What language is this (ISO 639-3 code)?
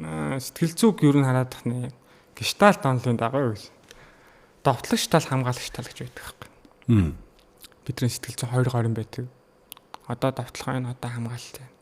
mon